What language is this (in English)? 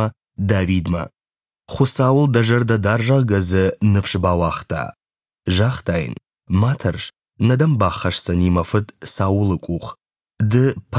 Ossetic